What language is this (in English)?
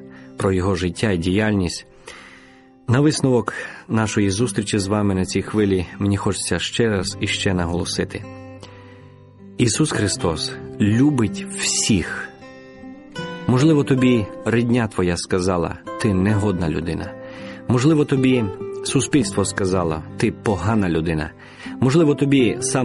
Ukrainian